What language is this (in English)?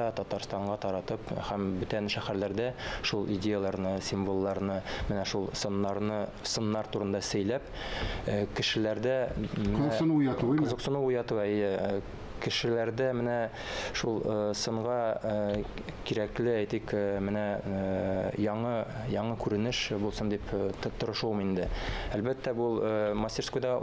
Tatar